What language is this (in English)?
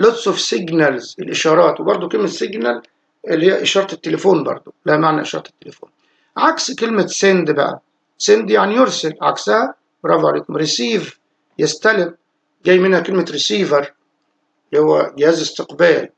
Egyptian Arabic